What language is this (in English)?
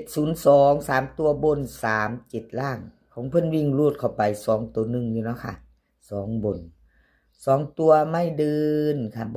Northeastern Thai